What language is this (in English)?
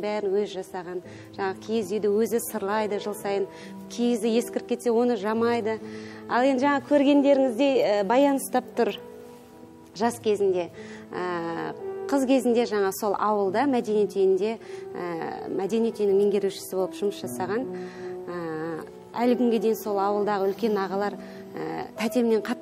Kazakh